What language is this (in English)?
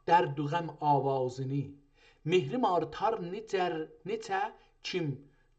South Azerbaijani